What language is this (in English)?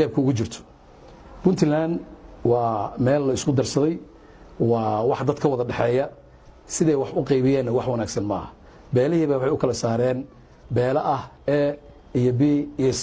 Somali